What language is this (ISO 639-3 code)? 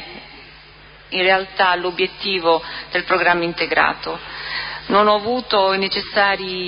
ita